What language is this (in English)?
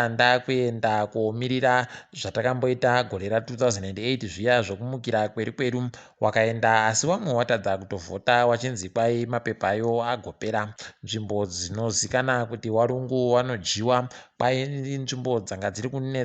Ndau